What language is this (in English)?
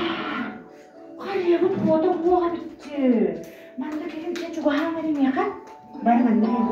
Yakut